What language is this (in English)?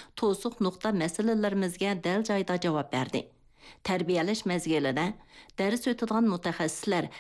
Uyghur